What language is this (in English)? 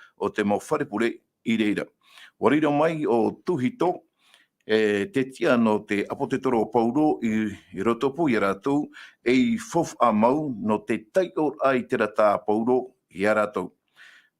Tahitian